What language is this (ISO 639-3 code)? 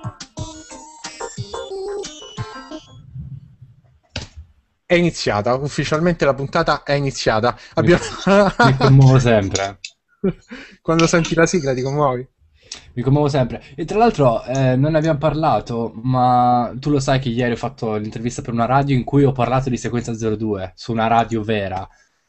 ita